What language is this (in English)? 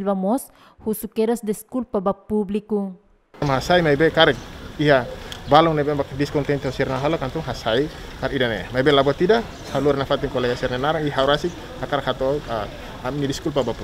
Tetum